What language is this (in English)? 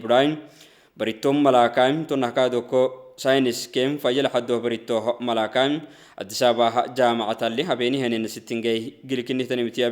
Oromo